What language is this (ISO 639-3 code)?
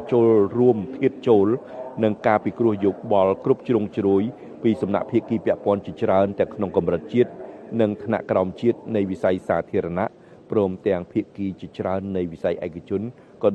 khm